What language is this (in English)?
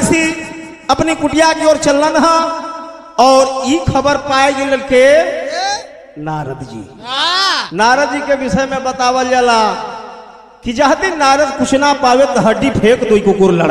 Bhojpuri